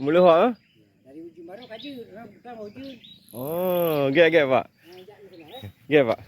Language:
Achinese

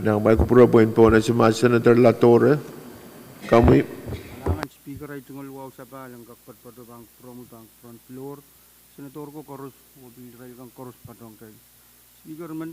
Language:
Pohnpeian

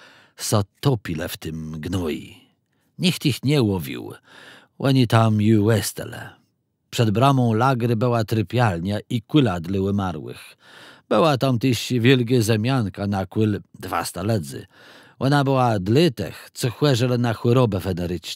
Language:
Kashubian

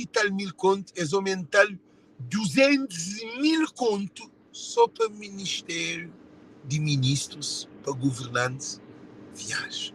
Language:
Kabuverdianu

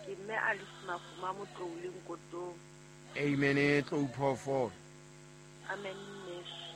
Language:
Southern Sotho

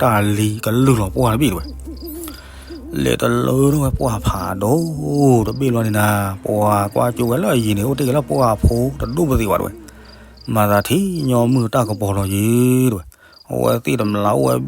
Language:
S'gaw Karen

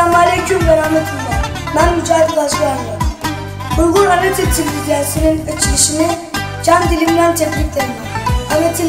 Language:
Uyghur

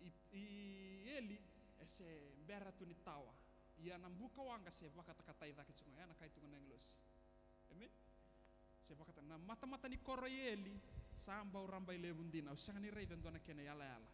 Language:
Fijian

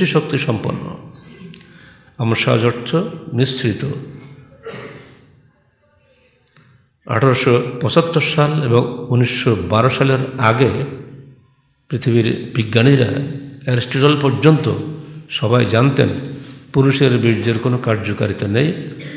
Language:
Bangla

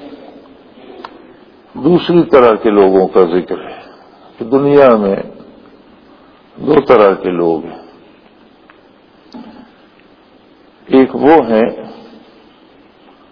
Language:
Urdu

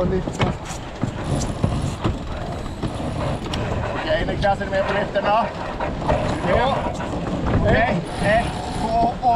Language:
Swedish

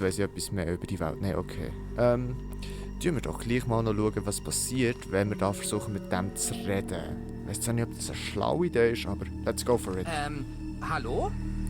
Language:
Swiss German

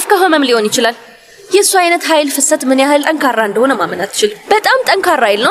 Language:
Amharic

